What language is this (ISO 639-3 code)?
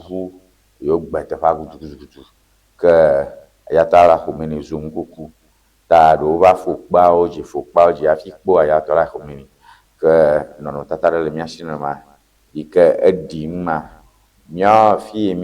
ewe